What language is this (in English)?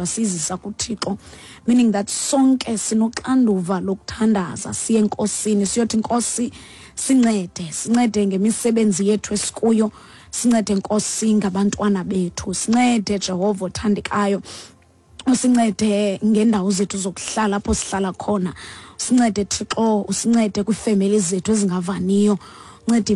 Xhosa